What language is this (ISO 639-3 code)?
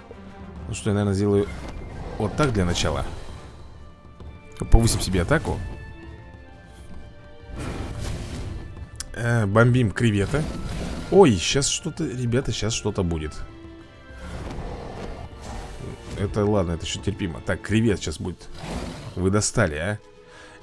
rus